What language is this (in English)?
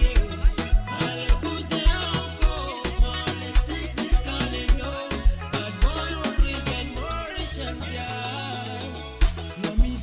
Morisyen